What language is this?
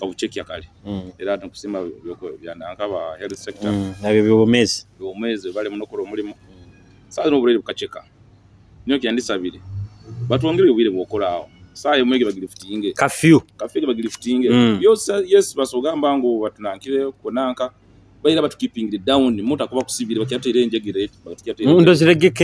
Nyoro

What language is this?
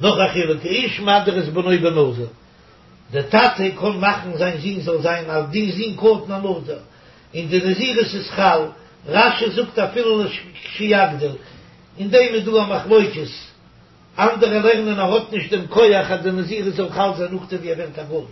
Yiddish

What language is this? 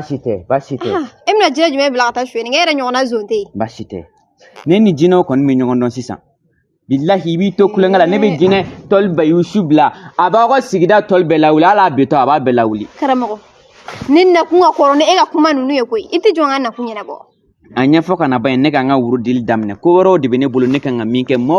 Bambara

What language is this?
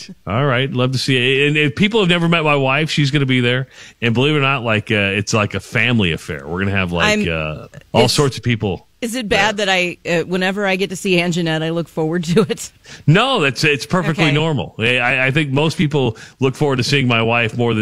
English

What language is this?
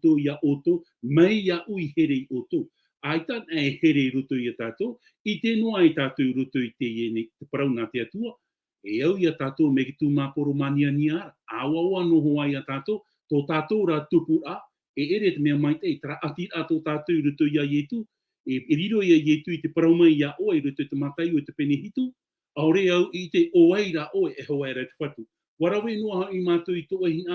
Tahitian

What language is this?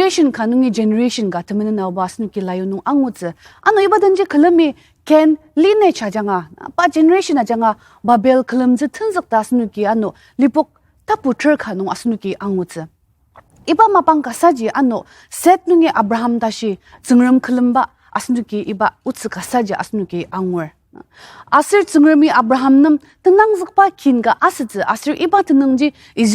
Ao Naga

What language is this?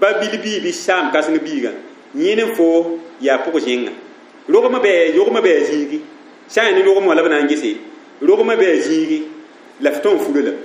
Mossi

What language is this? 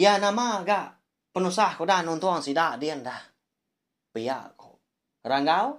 Iban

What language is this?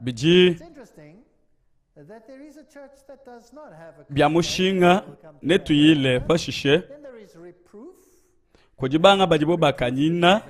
Luba-Lulua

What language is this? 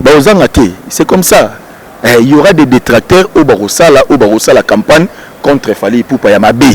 Lingala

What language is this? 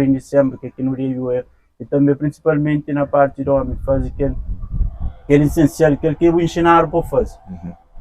Kabuverdianu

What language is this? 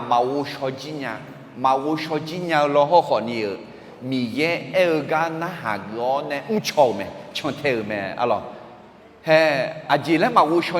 Akha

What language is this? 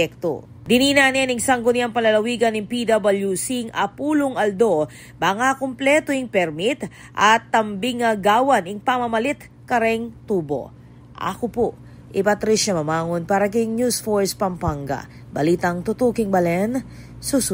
Pampanga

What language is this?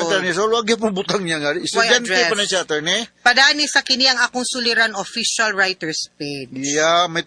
Cebuano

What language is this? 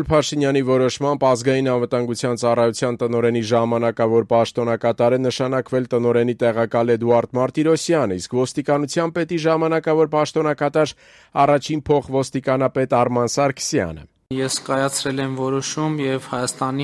Armenian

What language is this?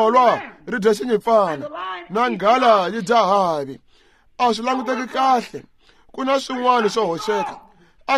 Tsonga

